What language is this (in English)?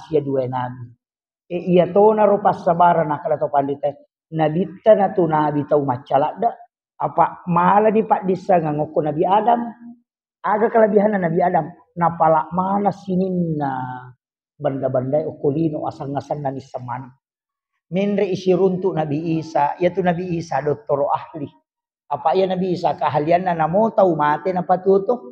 Buginese